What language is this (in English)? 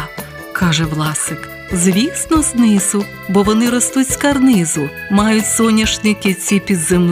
Ukrainian